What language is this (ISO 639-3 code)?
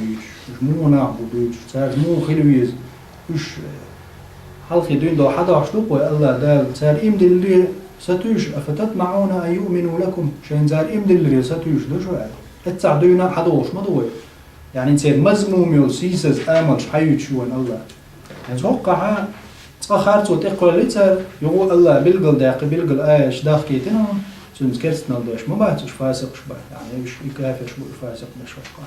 che